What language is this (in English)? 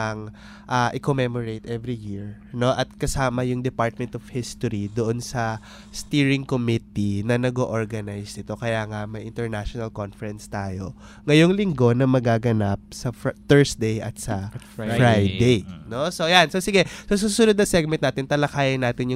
Filipino